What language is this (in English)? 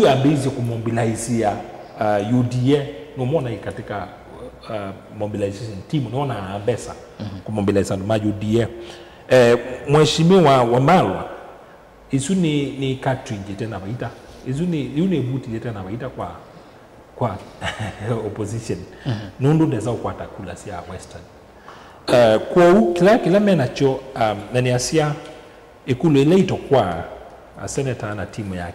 Kamba